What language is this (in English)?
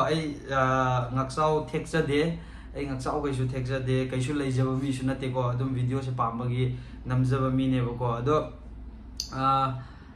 Manipuri